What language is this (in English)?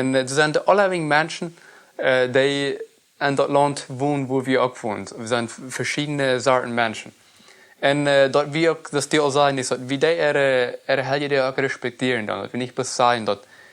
Plautdietsch